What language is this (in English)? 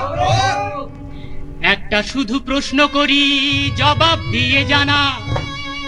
Bangla